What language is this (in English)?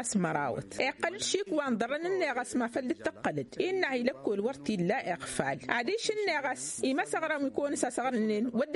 Tamasheq